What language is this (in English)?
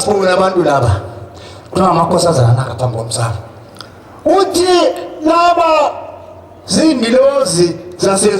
Zulu